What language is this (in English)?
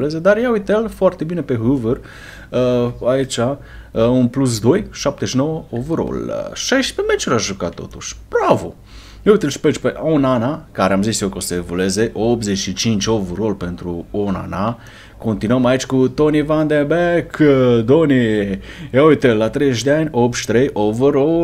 Romanian